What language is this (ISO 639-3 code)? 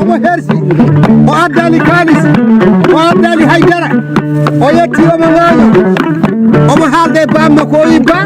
ful